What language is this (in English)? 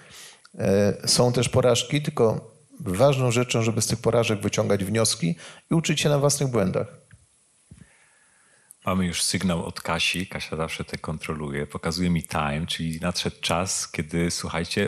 Polish